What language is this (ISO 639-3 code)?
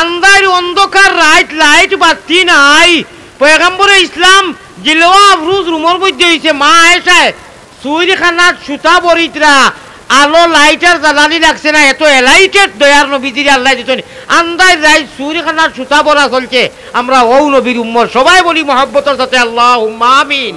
syl